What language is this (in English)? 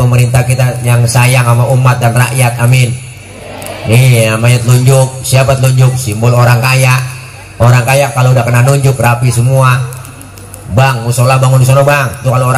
Betawi